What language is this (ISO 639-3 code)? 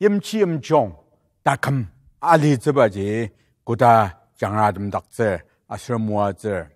njo